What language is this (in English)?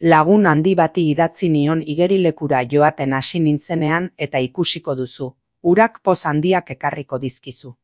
Basque